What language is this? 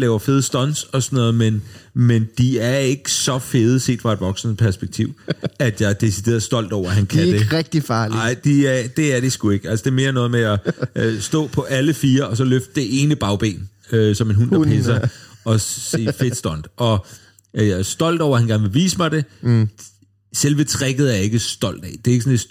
Danish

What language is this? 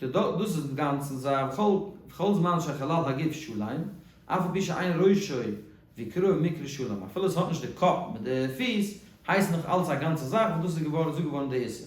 Yiddish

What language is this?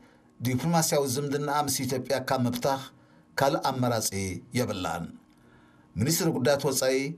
Tigrinya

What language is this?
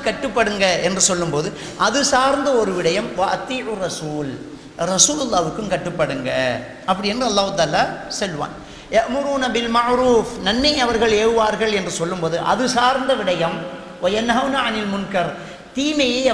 Tamil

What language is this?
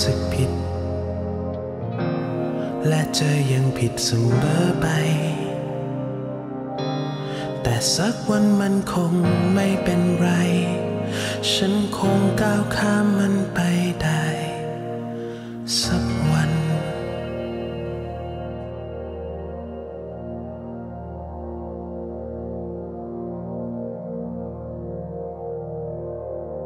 Thai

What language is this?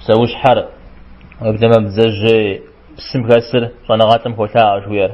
Kabardian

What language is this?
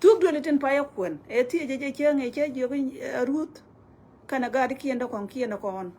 Nuer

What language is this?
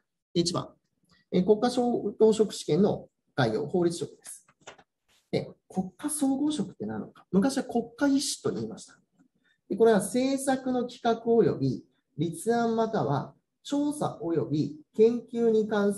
Japanese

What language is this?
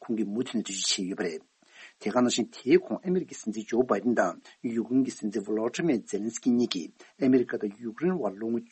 Tibetan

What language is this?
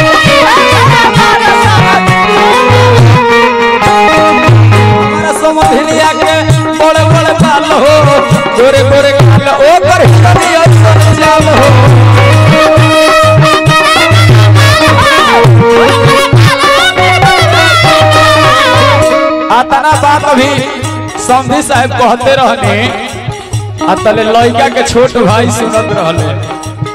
Bhojpuri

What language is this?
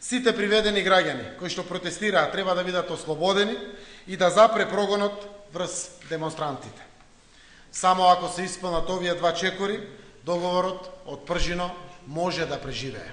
Macedonian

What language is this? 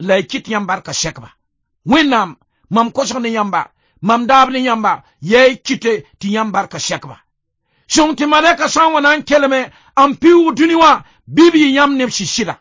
Mossi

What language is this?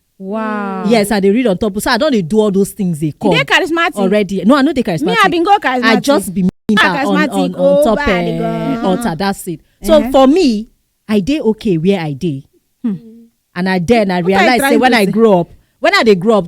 Nigerian Pidgin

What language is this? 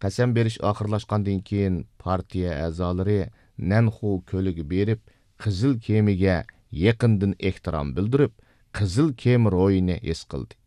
Uyghur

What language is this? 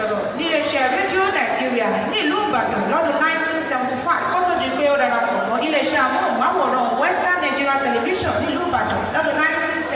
Yoruba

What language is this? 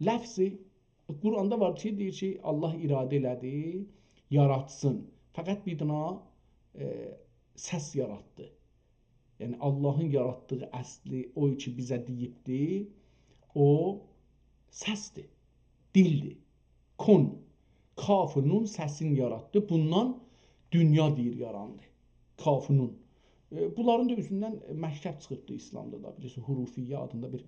South Azerbaijani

